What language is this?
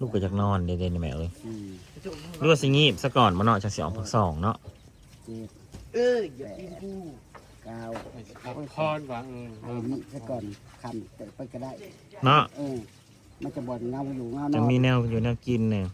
Northeastern Thai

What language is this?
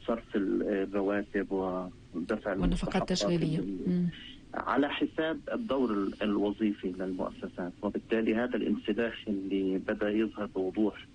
North Levantine Arabic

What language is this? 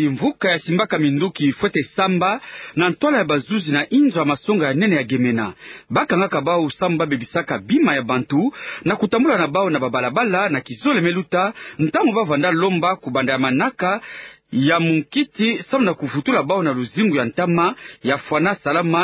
Kituba (Democratic Republic of Congo)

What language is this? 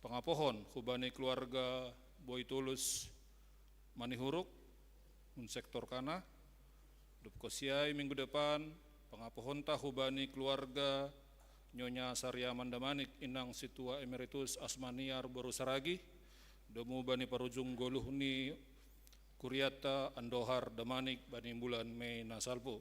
Batak Simalungun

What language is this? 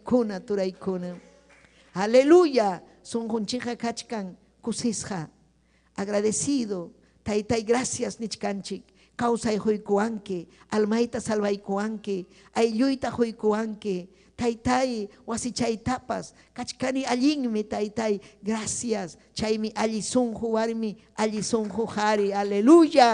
Ayacucho Quechua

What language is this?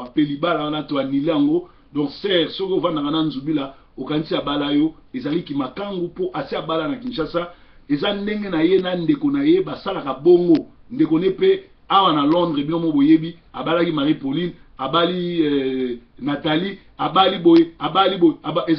Lingala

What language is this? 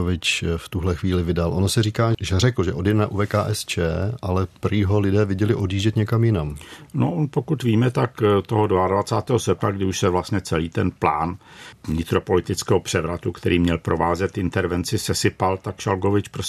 Czech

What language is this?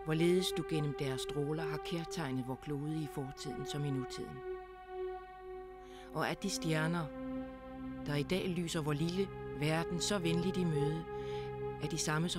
Danish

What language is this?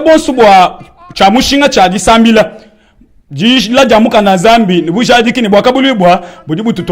Luba-Lulua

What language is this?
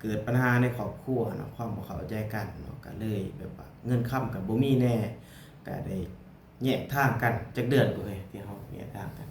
Lao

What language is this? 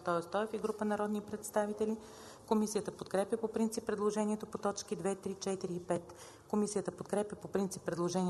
Bulgarian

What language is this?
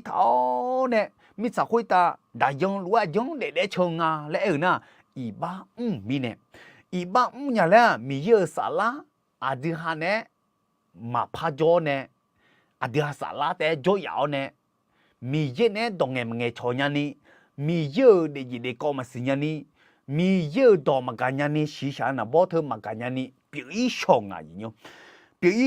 Akha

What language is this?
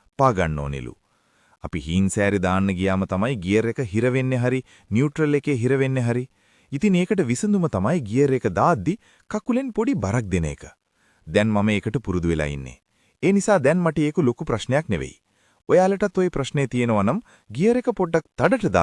Sinhala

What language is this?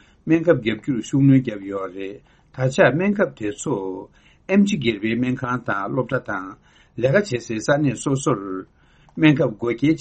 Tibetan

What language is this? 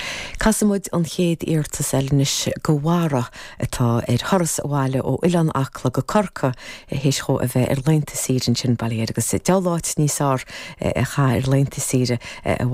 Irish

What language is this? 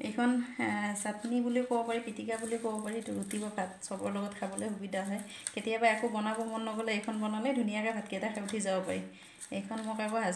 Assamese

